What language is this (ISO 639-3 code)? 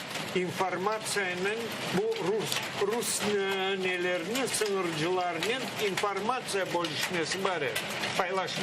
crh